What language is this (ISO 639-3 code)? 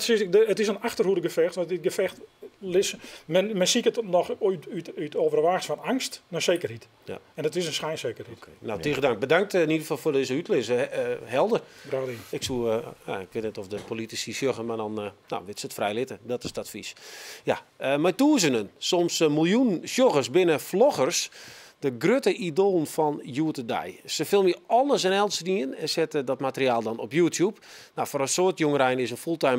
fry